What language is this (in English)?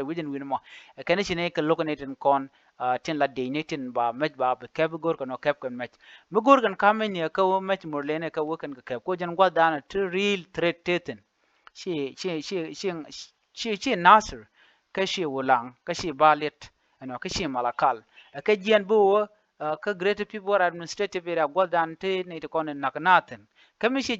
Nuer